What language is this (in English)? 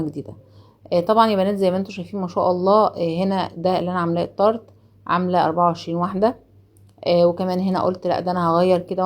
Egyptian Arabic